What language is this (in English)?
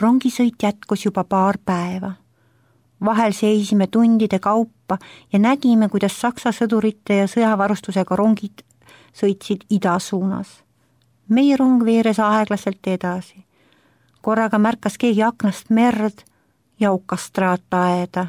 Estonian